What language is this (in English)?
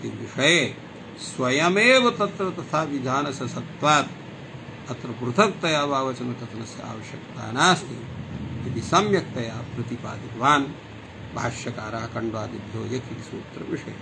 Sanskrit